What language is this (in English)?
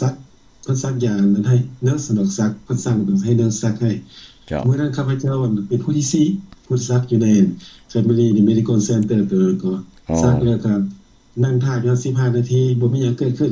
Lao